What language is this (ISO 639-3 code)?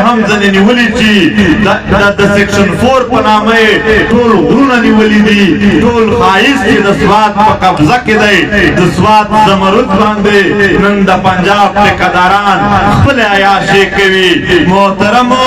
pus